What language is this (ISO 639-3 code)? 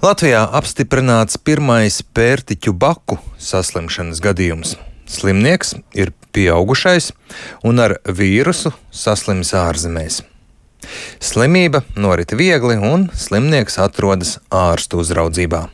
lav